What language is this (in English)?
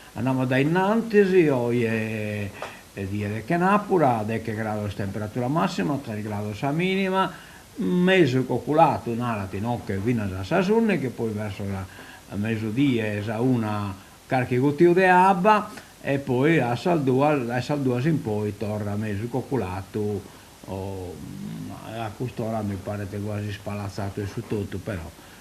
Sardinian